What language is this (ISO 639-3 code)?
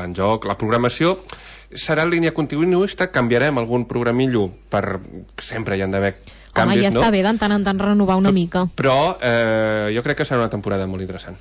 cat